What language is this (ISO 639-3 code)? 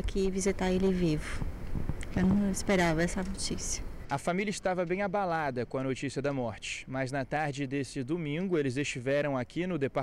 por